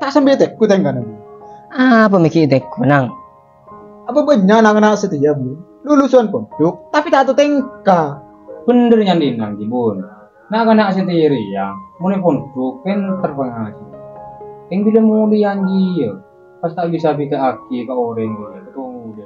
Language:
Madurese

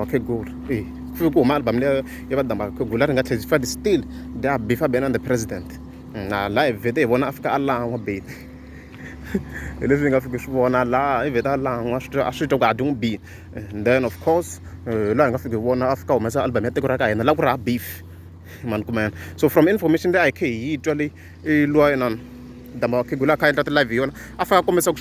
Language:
Tsonga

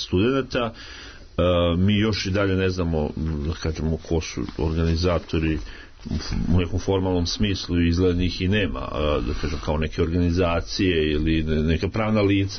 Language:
Serbian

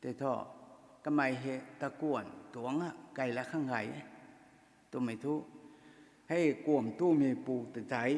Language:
Rongmei Naga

